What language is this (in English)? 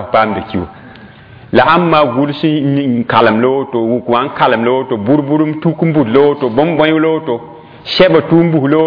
Mossi